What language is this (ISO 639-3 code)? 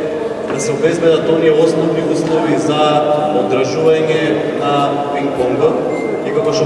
mkd